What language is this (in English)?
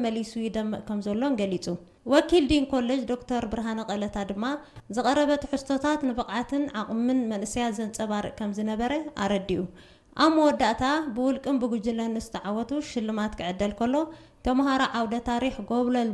Tigrinya